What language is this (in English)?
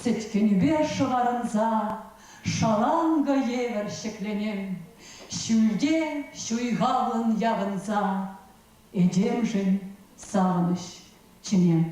Chuvash